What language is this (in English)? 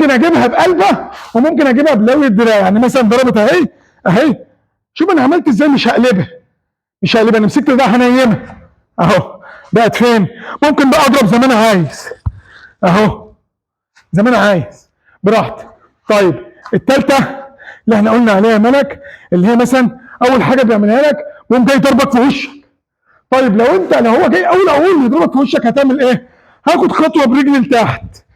Egyptian Arabic